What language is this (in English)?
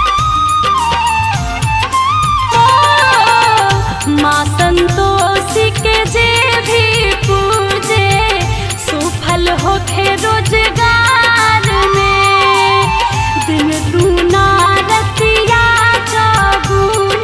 Bhojpuri